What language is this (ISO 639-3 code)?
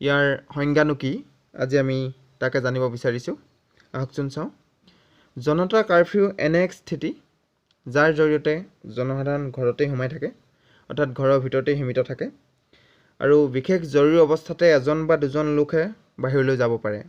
asm